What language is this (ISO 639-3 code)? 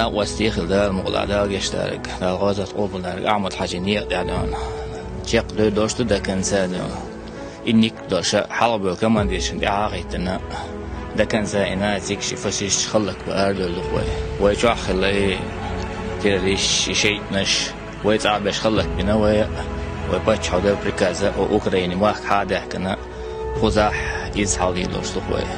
che